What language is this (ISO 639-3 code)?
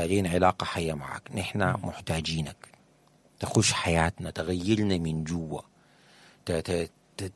apd